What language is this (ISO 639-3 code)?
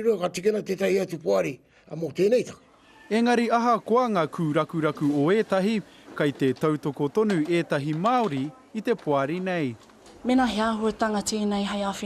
mri